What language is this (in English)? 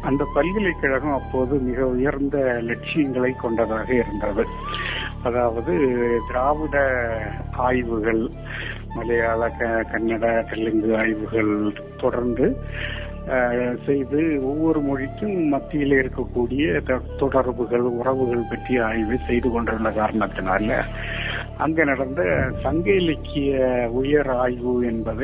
Tamil